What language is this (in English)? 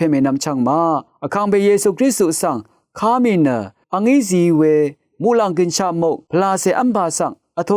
Rawang